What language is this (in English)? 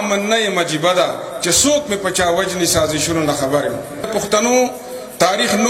Pashto